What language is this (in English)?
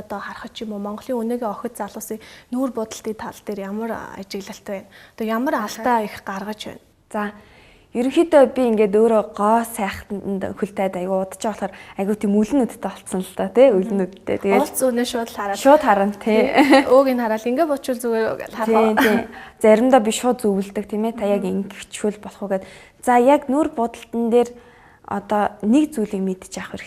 Mongolian